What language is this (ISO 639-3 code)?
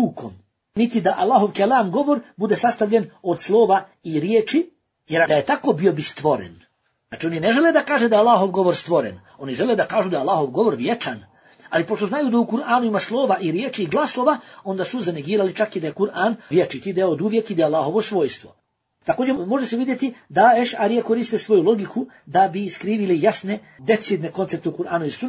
bos